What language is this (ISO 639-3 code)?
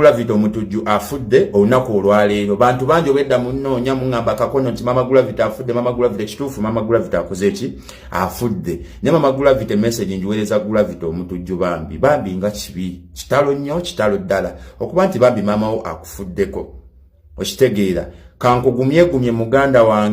lug